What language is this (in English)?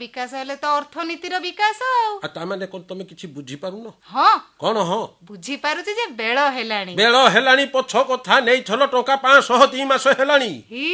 Odia